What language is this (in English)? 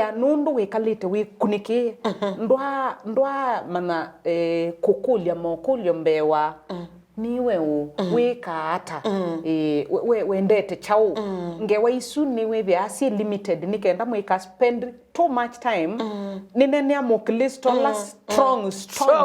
Kamba